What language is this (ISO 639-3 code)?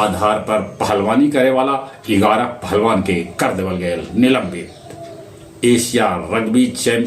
mag